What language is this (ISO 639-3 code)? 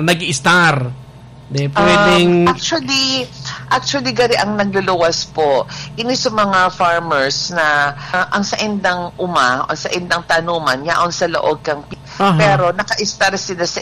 bik